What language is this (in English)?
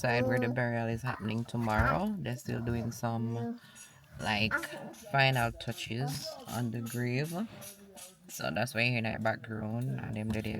Jamaican Creole English